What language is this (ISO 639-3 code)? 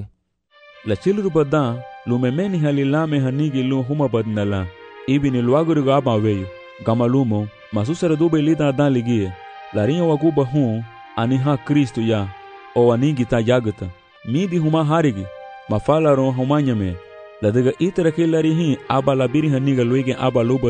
cab